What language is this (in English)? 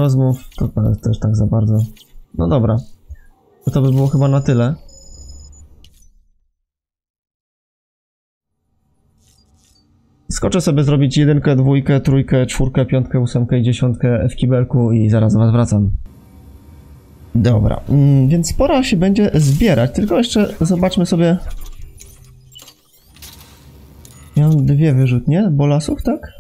Polish